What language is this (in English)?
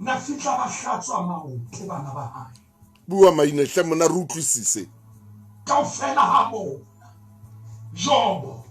Southern Sotho